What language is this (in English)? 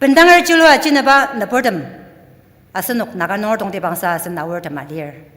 Ao Naga